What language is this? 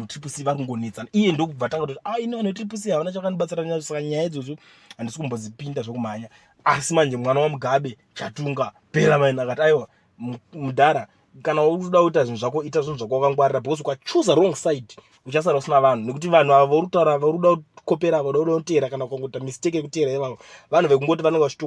Shona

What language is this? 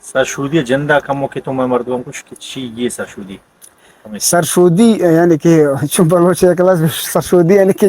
Eastern Balochi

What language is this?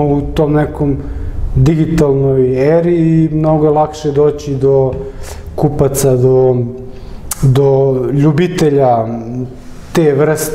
Serbian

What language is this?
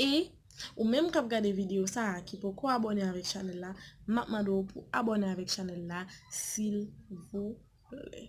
Haitian Creole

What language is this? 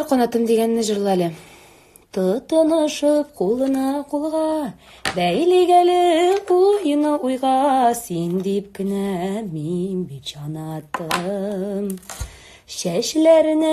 Tatar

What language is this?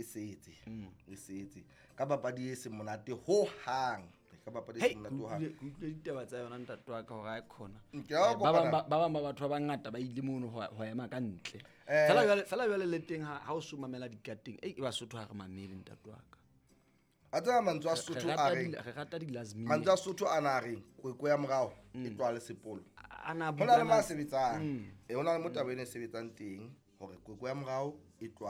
Southern Sotho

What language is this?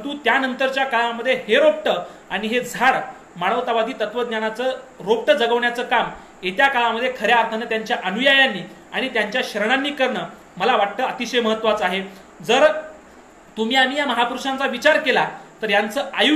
Marathi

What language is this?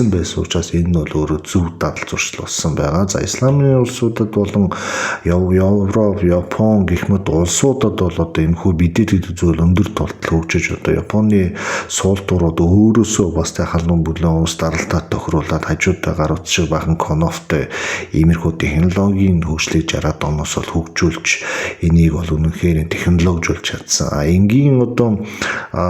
Mongolian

